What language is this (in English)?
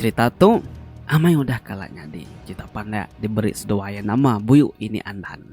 Iban